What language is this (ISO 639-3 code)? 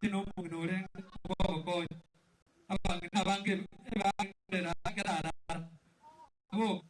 guz